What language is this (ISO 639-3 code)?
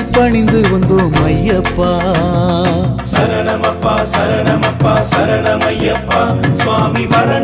tam